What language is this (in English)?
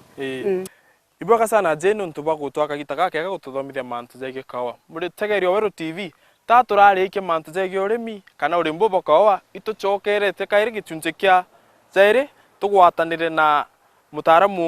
Meru